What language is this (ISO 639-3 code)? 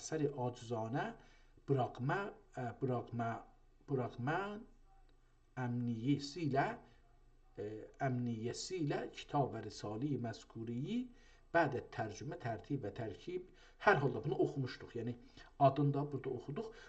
azb